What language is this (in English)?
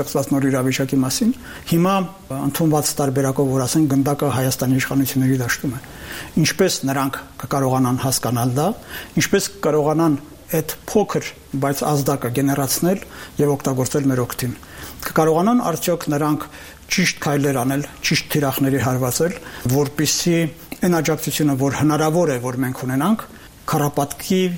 Armenian